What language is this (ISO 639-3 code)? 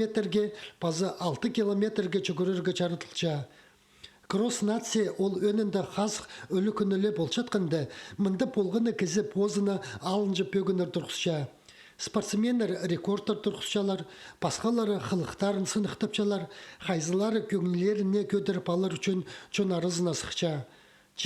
kjh